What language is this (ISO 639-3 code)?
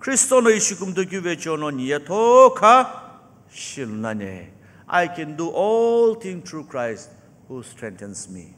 nsm